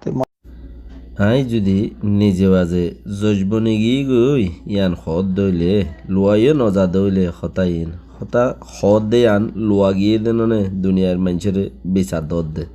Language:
Rohingya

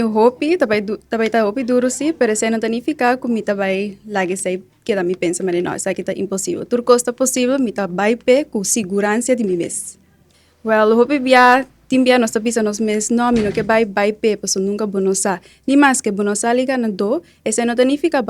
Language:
Papiamento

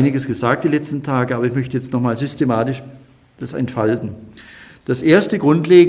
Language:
German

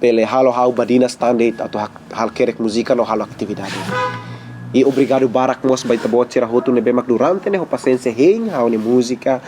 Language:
Tetum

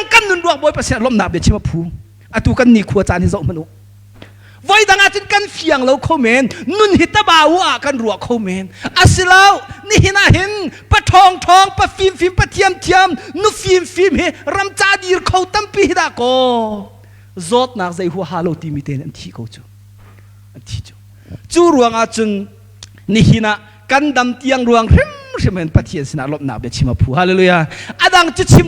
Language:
Hakha Chin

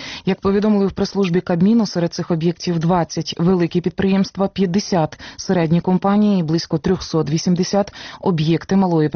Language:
Ukrainian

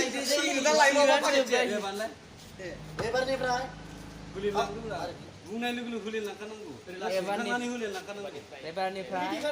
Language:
Bodo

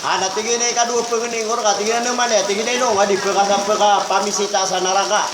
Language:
Maranao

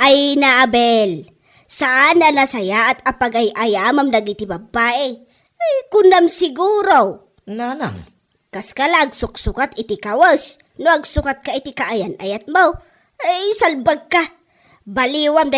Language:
Iloko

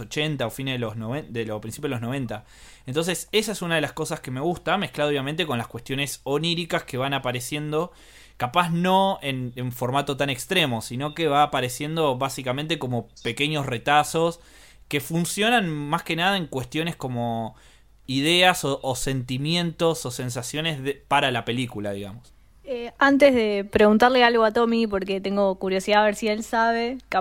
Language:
Spanish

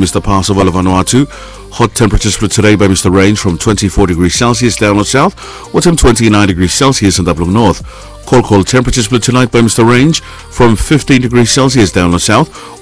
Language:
Bislama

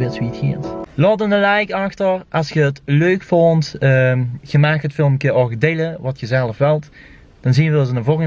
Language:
Limburgish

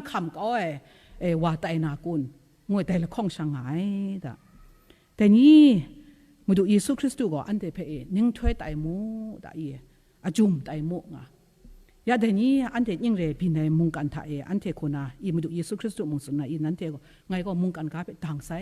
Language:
Kachin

